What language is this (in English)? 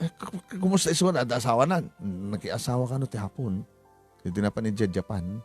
Iloko